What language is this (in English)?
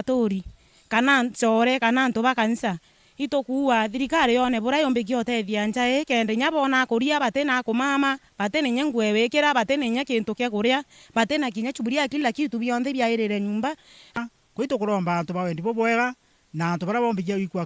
Meru